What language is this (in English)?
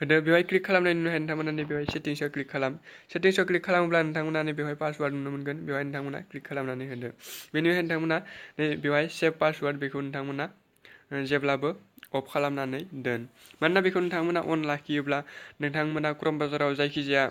Bodo